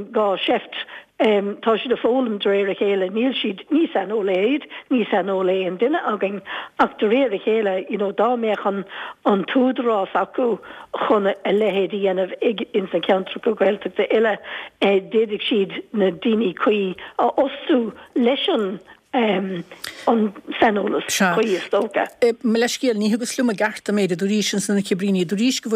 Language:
Irish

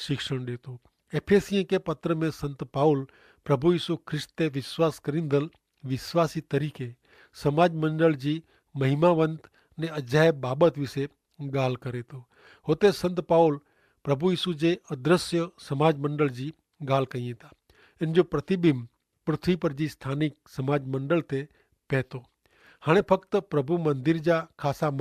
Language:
Kachhi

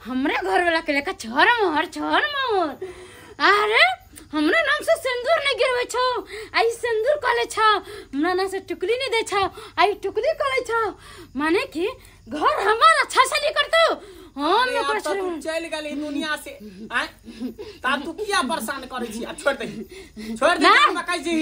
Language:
Maithili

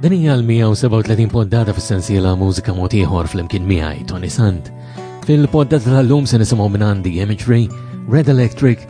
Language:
Maltese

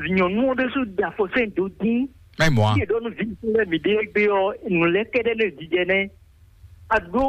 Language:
Fon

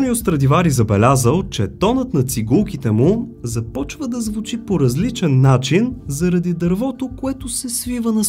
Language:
Bulgarian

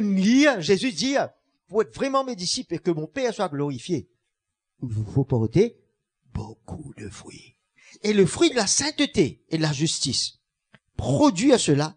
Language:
Morisyen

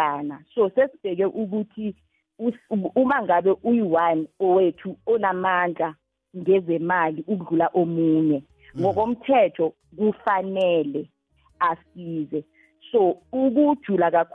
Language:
South Ndebele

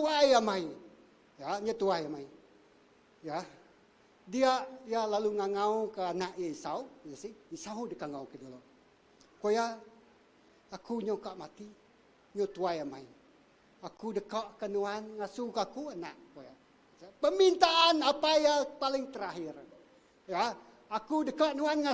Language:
Iban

